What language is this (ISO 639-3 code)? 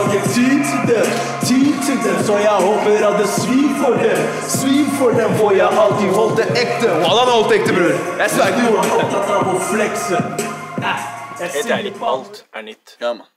nor